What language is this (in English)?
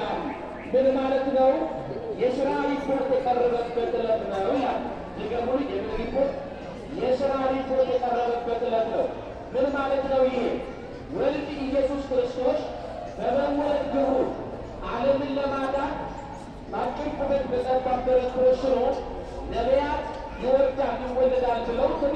Amharic